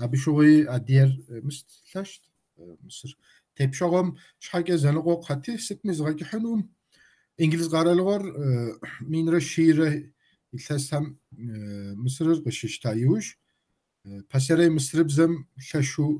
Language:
Kabardian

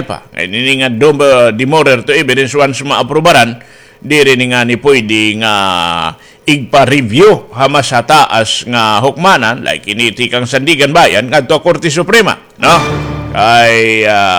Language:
Waray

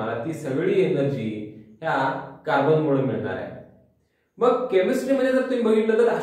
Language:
Marathi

